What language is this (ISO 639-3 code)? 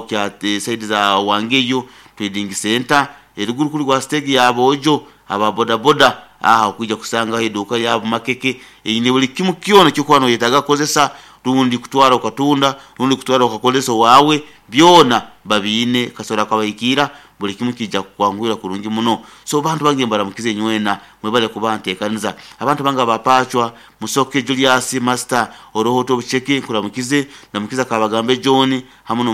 nyo